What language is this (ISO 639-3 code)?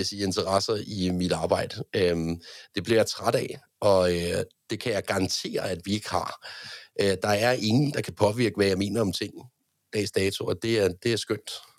dan